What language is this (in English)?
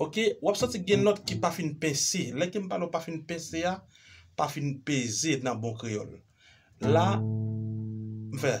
Haitian Creole